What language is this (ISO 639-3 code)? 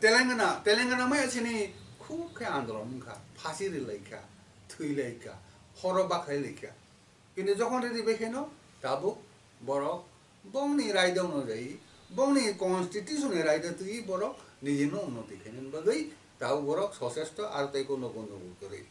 trp